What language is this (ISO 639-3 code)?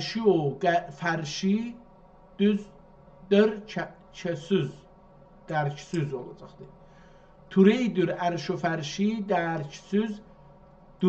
azb